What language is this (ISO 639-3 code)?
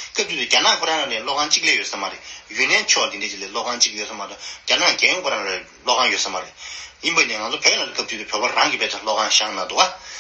bod